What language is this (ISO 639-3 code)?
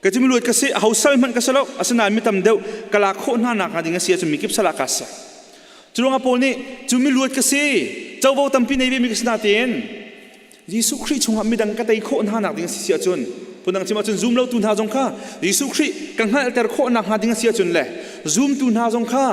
cnh